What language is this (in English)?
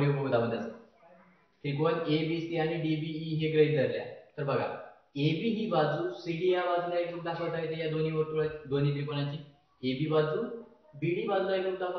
Marathi